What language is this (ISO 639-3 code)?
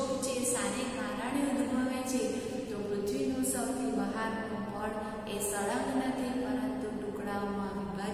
guj